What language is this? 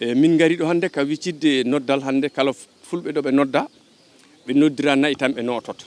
Fula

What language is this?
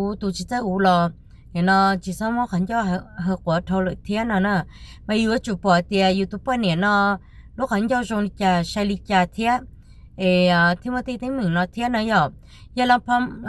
Hmong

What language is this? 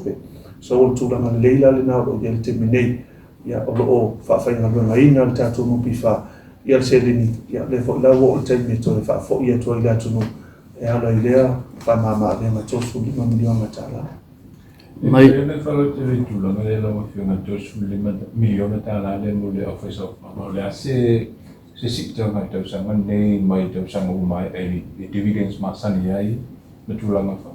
Samoan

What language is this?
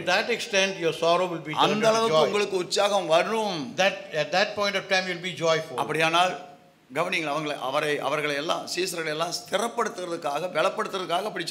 Tamil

